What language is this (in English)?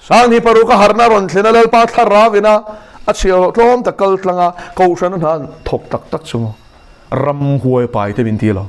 Mizo